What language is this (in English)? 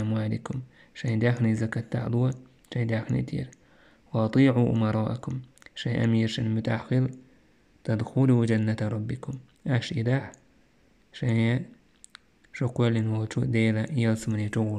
Chechen